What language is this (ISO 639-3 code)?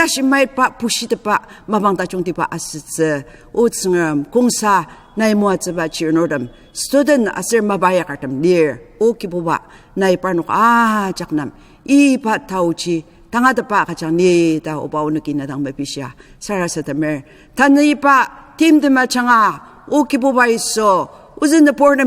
njo